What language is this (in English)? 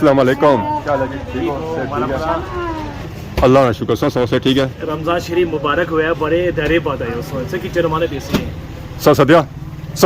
Pahari-Potwari